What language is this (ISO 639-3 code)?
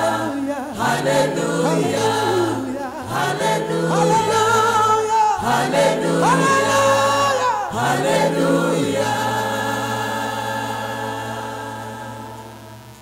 kin